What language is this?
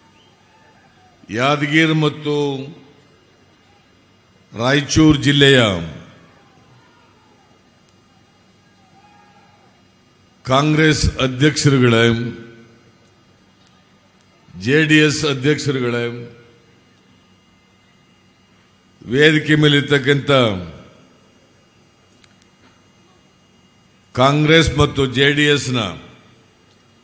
Kannada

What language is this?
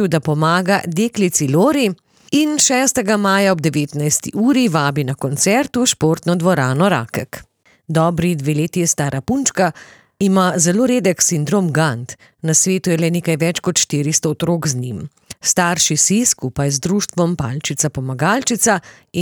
Slovenian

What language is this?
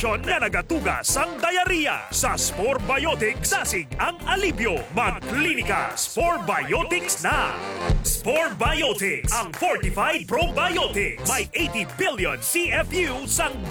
Hiligaynon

